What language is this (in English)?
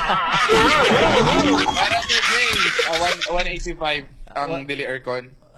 Cebuano